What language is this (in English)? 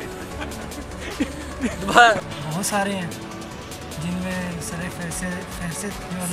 Hindi